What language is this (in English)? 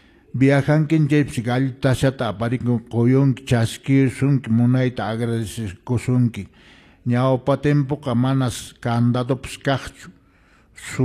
Quechua